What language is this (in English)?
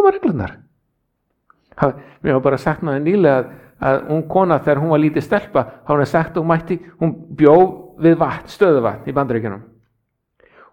Icelandic